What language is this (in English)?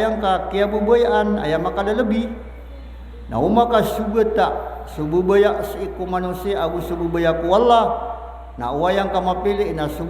Maranao